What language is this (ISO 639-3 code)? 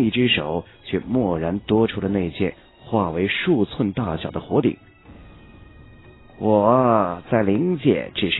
zho